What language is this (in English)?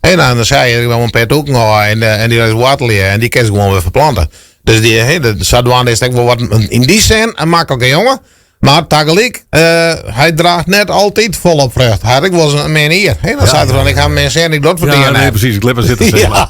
Western Frisian